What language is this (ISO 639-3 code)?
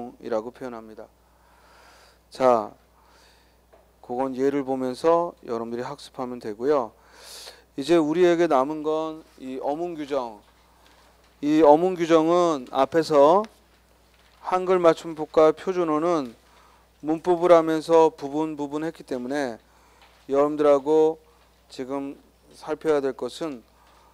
kor